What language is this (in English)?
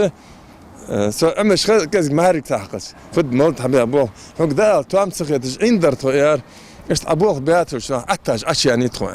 Ingush